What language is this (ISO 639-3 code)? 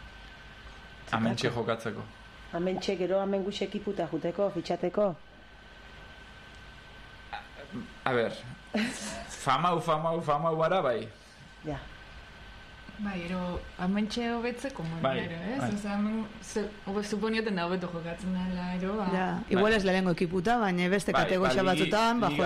eus